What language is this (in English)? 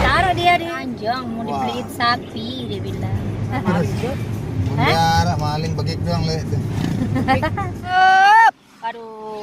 Sasak